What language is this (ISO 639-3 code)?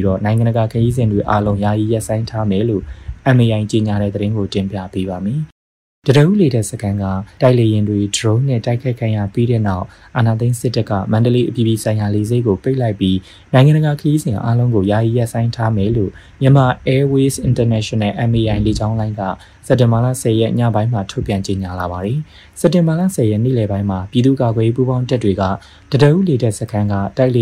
mya